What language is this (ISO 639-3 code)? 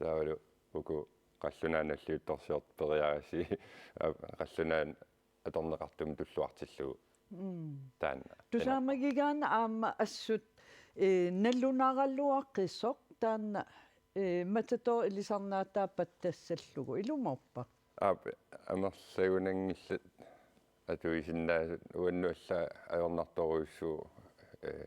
kal